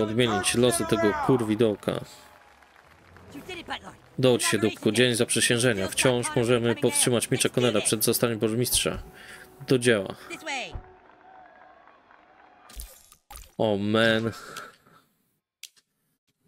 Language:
Polish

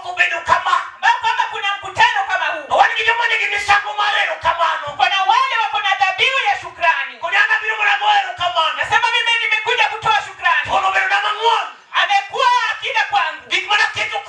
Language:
Luo (Kenya and Tanzania)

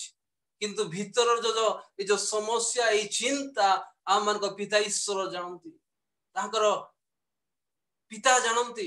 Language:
Odia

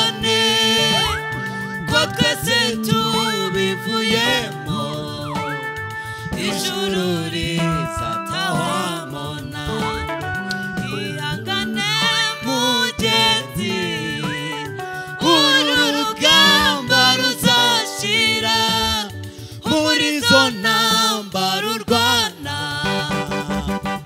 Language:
Kinyarwanda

